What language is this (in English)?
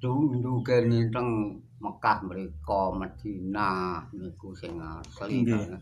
Javanese